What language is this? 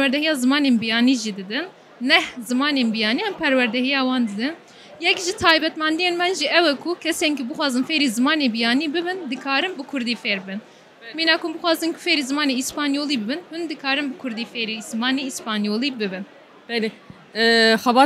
Kurdish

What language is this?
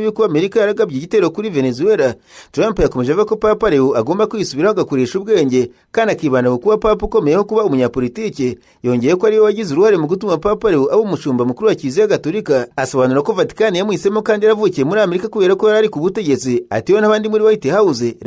Kinyarwanda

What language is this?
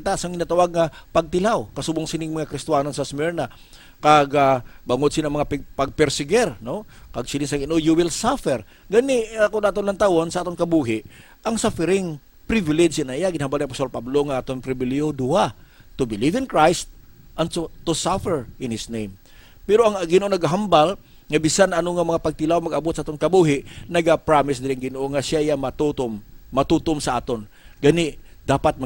Hiligaynon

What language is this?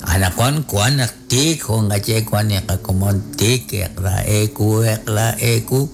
Kekchí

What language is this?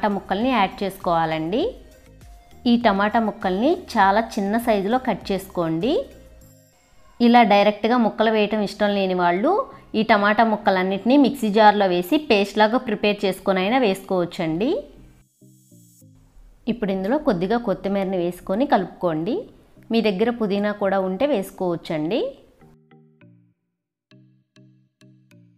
Telugu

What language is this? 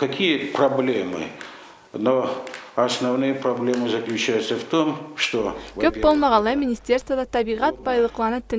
Karachay-Balkar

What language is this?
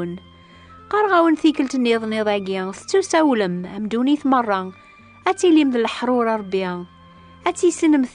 Kabyle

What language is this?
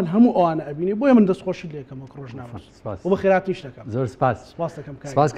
Central Kurdish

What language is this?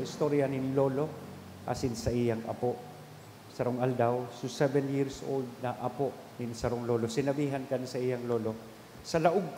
Bikol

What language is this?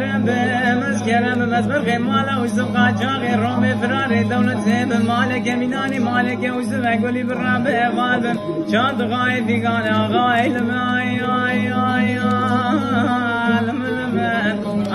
Kurdish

